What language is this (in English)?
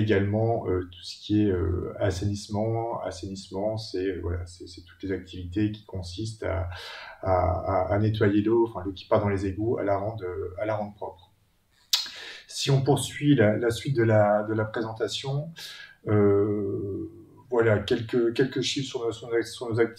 French